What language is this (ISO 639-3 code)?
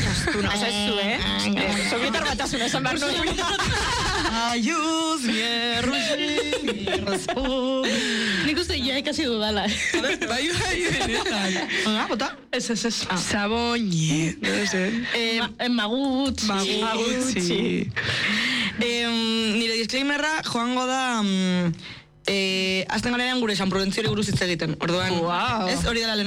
eus